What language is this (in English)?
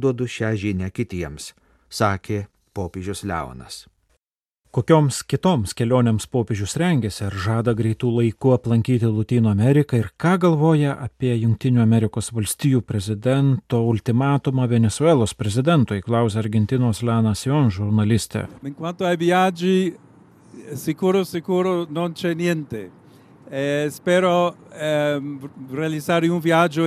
Lithuanian